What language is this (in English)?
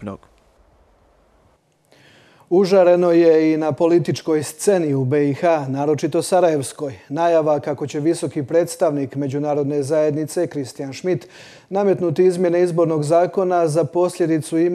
Croatian